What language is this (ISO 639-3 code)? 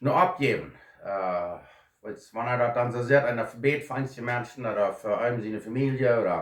pdt